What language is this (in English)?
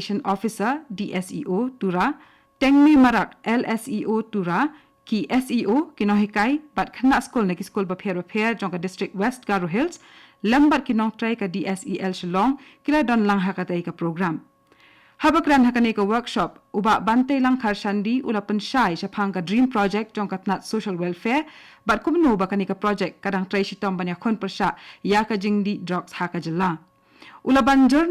Khasi